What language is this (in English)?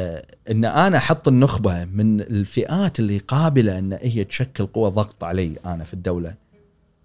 Gulf Arabic